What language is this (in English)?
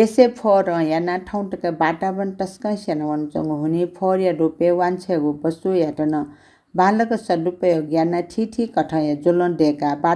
Newari